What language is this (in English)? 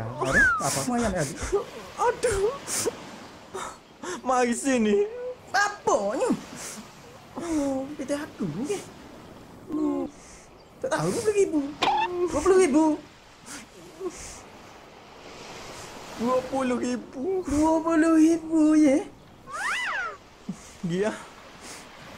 Malay